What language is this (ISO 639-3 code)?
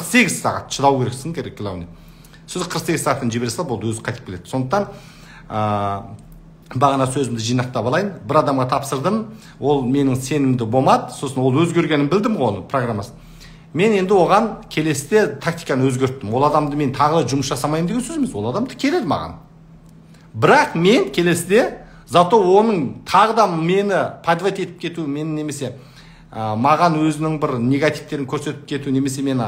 kaz